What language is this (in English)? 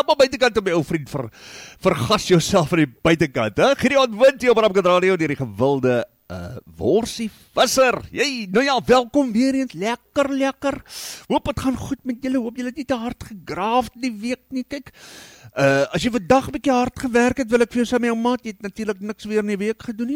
Afrikaans